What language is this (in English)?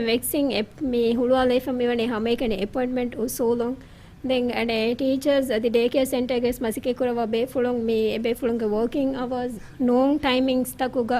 Divehi